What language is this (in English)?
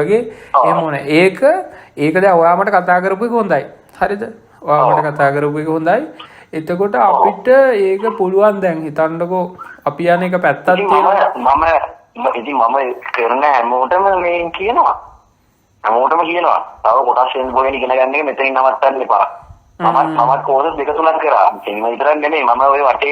Sinhala